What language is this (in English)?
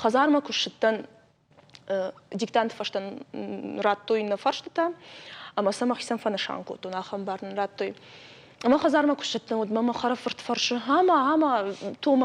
Ossetic